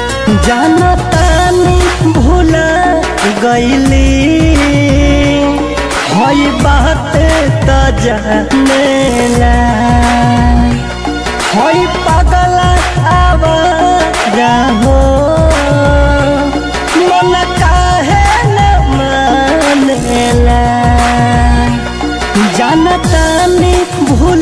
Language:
Bhojpuri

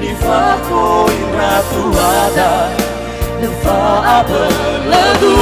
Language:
Nias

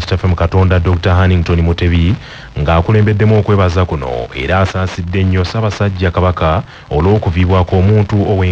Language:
Ganda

